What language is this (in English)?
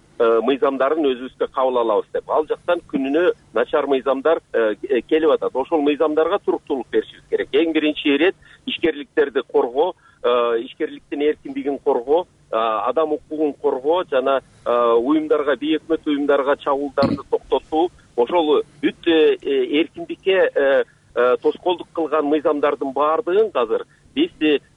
Kyrgyz